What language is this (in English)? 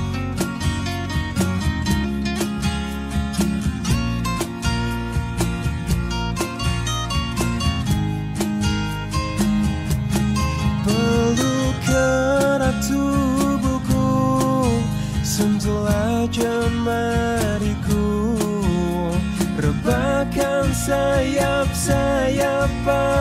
Indonesian